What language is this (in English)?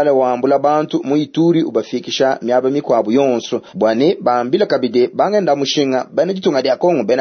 Luba-Lulua